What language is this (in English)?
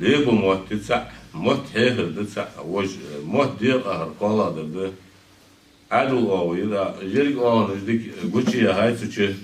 Ingush